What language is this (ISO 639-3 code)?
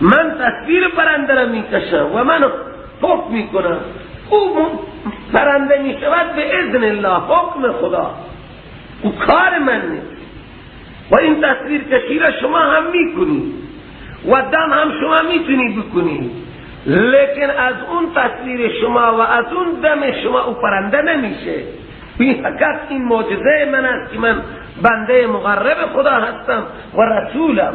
fas